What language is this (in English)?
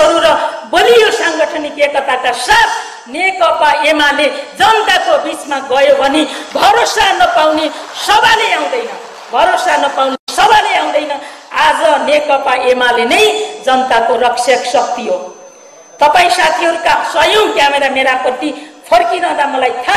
Nepali